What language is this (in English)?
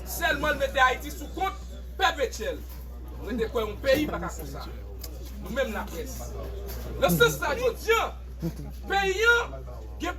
Haitian Creole